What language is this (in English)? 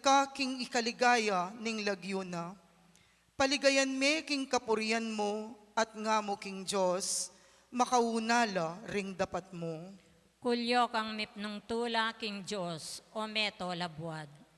Pampanga